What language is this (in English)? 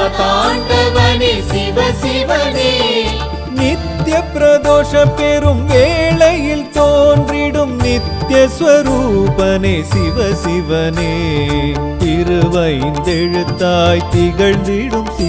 Tamil